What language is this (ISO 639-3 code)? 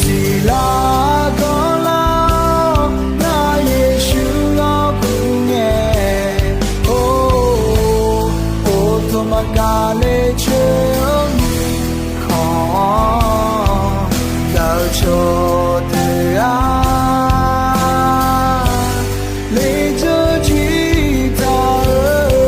ahk